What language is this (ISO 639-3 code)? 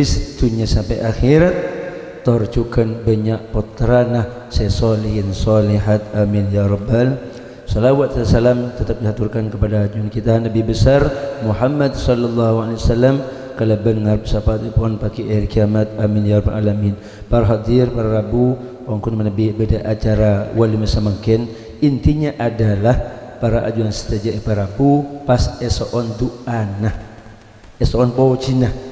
mad